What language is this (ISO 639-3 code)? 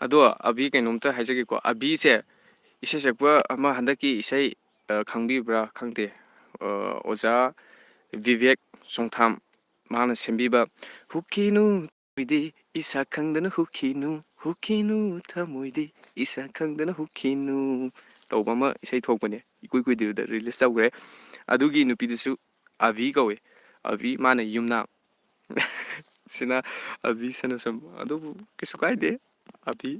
mni